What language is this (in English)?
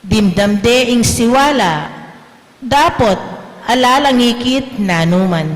Pampanga